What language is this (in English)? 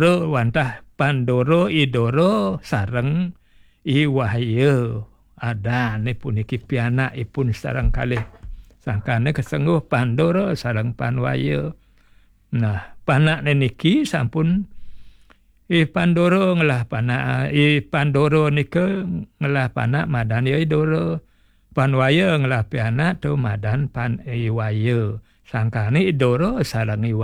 Balinese